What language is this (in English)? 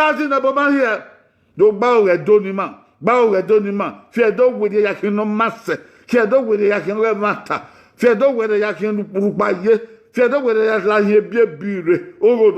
Bini